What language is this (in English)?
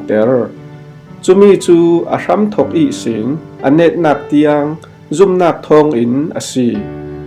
Falam Chin